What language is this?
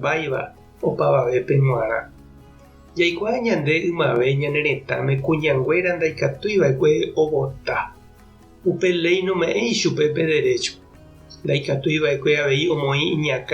Guarani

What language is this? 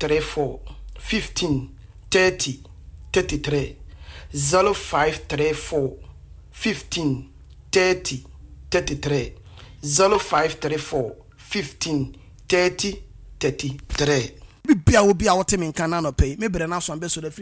Akan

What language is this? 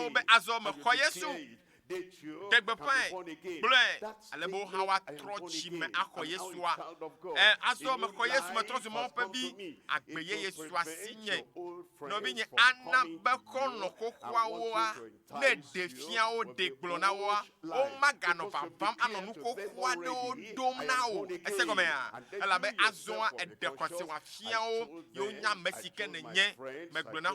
Ewe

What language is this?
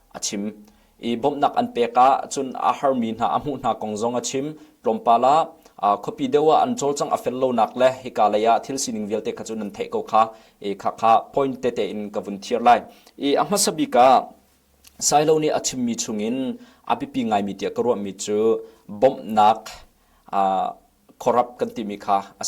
Hakha Chin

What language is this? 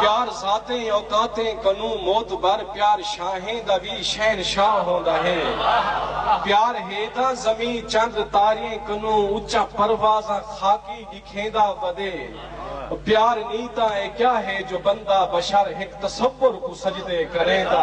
Saraiki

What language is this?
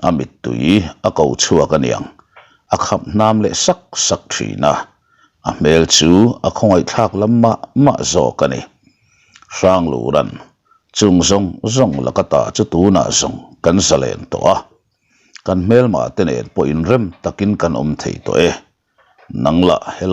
Mizo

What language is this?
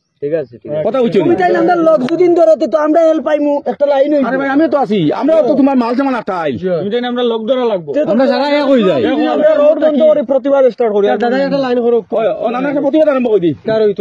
Sylheti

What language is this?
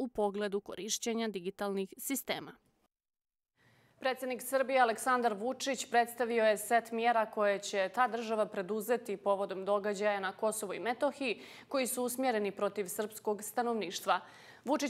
Bosnian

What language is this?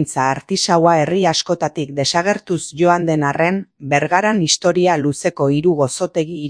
Basque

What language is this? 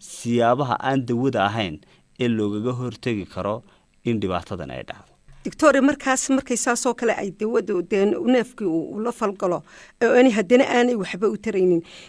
Somali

